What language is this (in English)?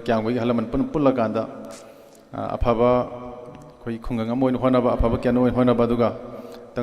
Manipuri